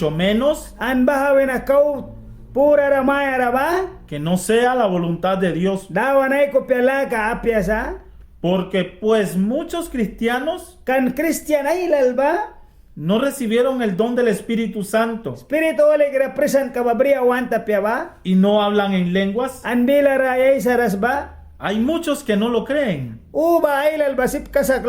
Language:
Mískito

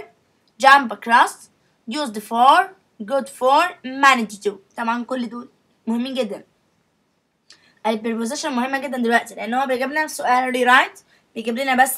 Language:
Egyptian Arabic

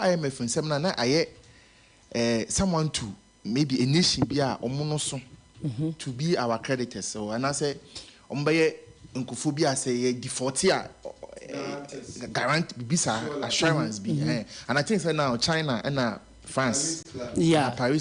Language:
Akan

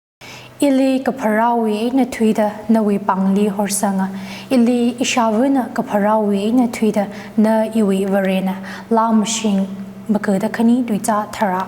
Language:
Tangkhul Naga (India)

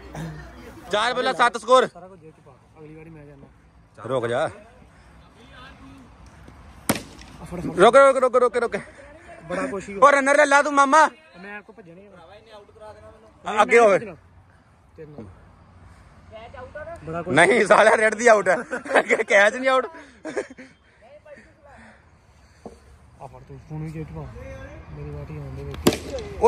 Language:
Punjabi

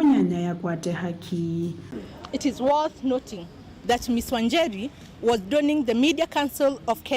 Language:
Kamba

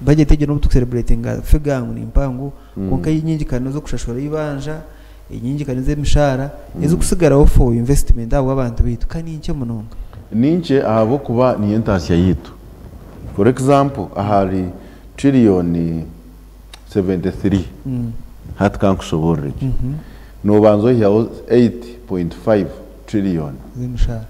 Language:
Nyankole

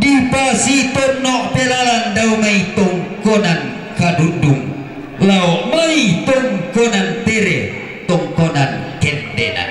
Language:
Toraja-Sa'dan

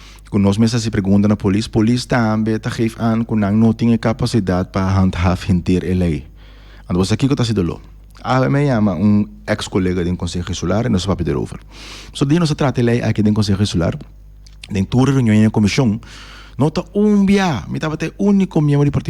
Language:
Papiamento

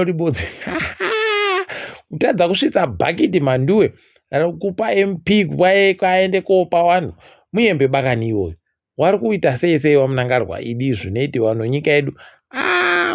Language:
Ndau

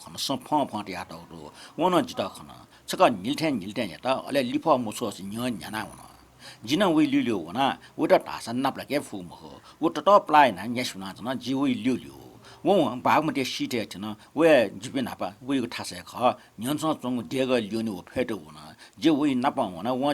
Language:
Newari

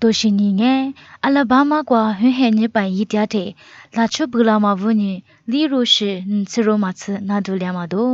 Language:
Lisu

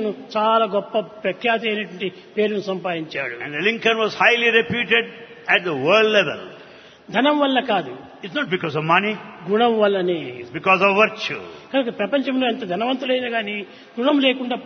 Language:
Telugu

